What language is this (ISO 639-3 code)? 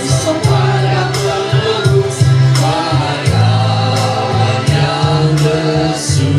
mhy